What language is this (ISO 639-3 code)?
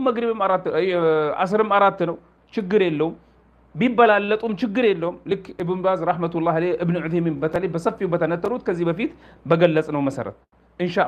amh